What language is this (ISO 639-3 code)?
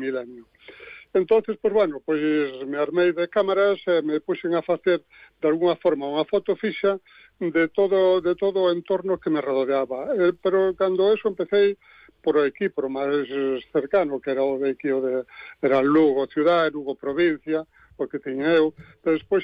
glg